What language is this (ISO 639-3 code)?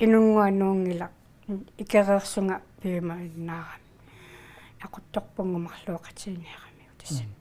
kal